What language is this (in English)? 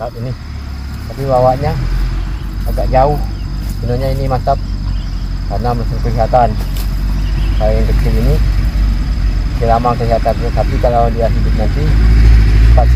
Indonesian